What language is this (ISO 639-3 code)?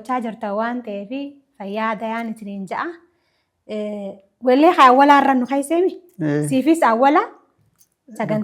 orm